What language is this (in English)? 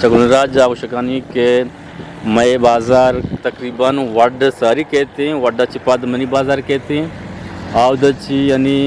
Eastern Balochi